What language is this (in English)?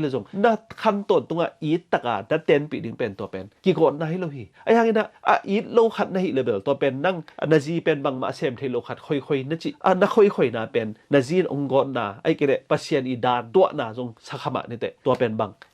Tedim Chin